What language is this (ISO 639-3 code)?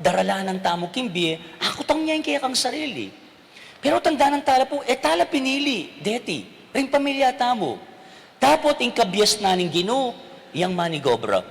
pam